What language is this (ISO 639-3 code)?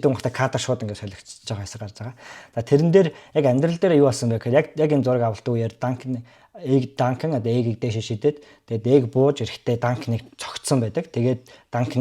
mon